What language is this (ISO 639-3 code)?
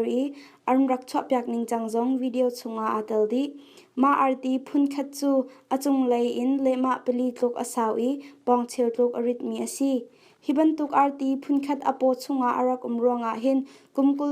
cnh